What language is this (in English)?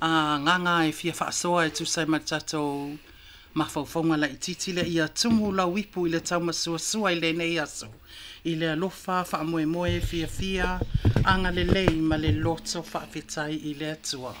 Samoan